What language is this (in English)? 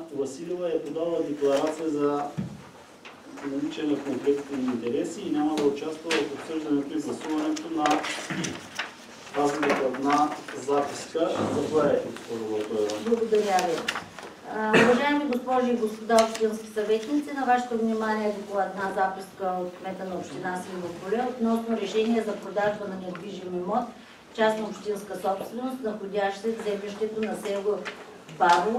Bulgarian